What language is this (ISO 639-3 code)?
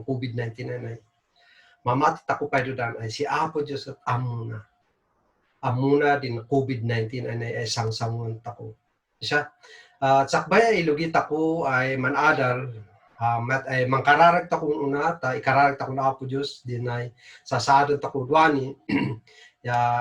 kne